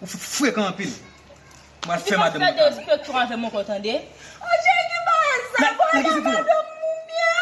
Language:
Haitian Creole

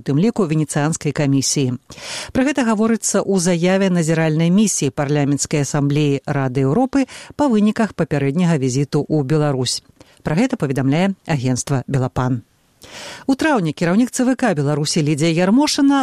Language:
Belarusian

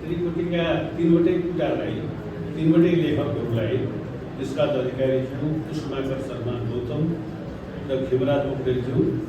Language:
Nepali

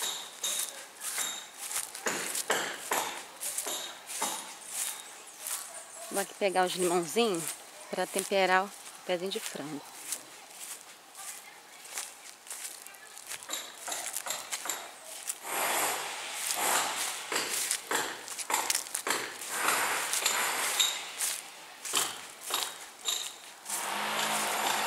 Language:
Portuguese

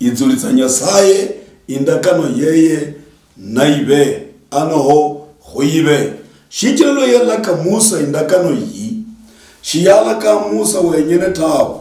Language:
Luyia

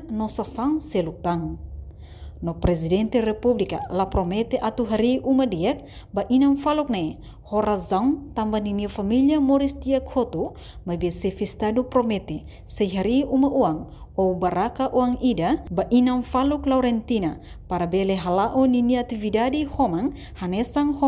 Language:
Tetum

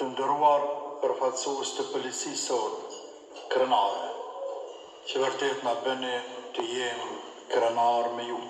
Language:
Albanian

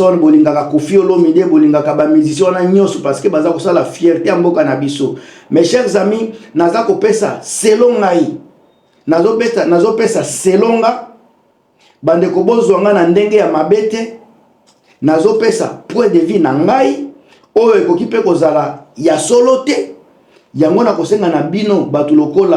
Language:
Lingala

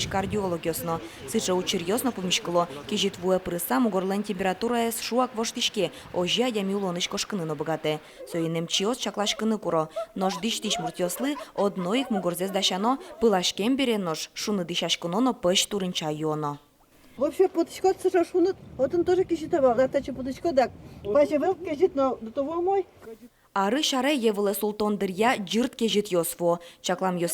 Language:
Udmurt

